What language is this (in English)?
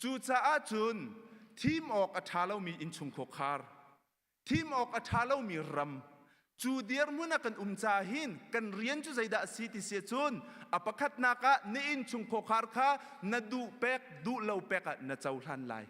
Hakha Chin